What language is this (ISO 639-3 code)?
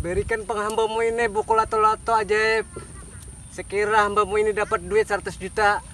bjn